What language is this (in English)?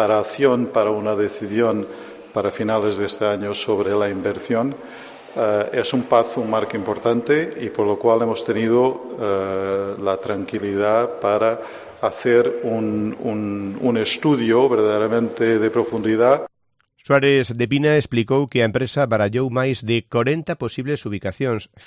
Galician